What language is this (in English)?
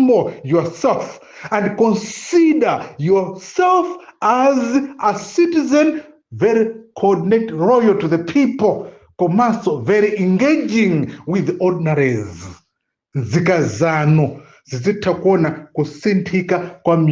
Nyanja